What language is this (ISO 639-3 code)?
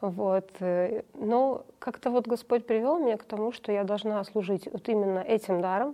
rus